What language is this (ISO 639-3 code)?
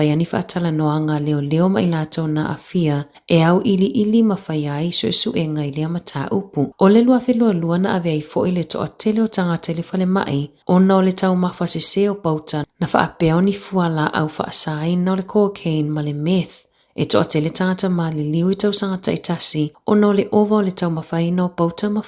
smo